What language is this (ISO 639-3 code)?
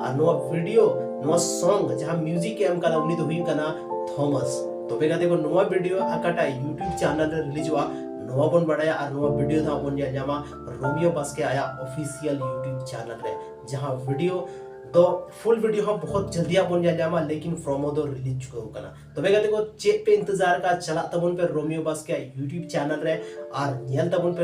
sat